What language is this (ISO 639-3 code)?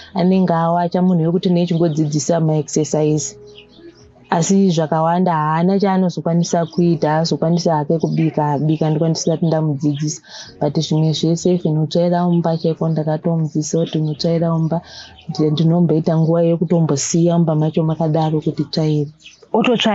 sna